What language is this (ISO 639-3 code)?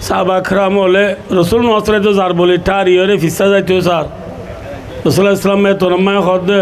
rhg